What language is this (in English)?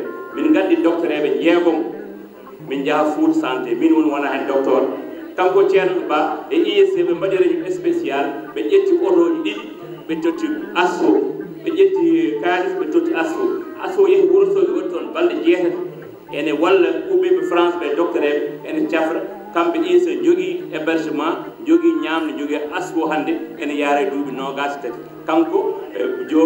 Fula